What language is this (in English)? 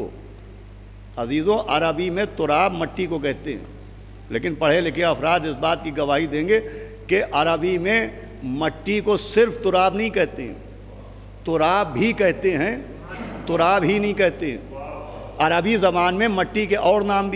Urdu